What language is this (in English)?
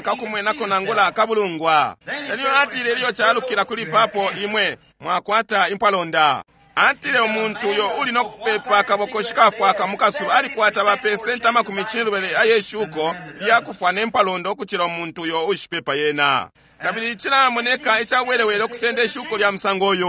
Bemba